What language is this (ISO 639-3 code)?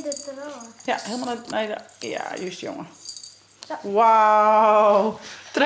fry